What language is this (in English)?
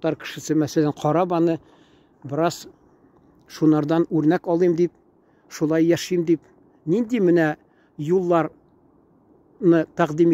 Tatar